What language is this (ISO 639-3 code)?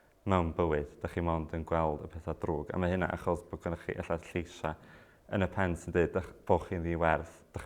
cym